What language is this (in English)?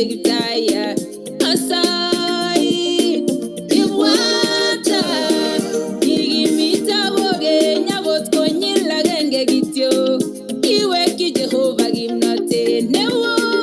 Kalenjin